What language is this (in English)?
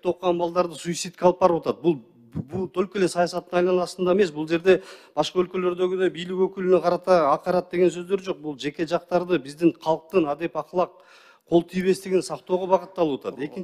Kyrgyz